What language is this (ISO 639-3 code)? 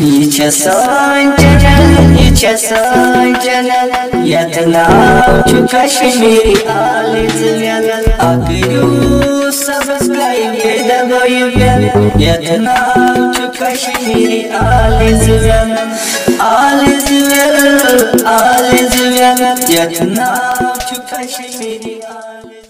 kas